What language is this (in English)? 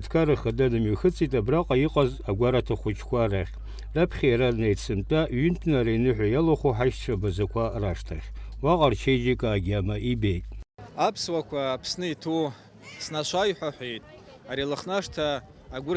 Abkhazian